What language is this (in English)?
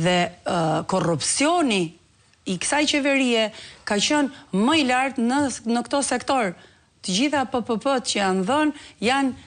Albanian